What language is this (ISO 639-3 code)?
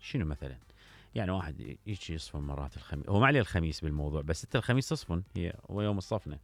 acm